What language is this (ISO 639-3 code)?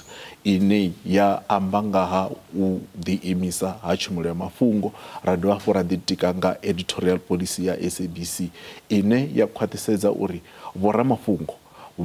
ven